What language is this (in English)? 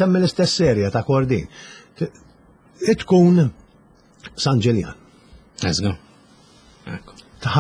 Maltese